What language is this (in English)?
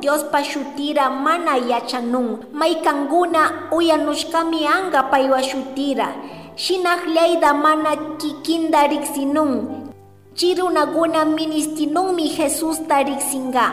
Chimborazo Highland Quichua